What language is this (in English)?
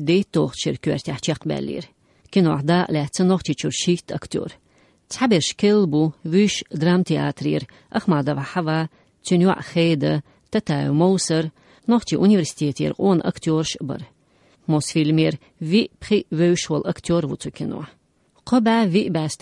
Chechen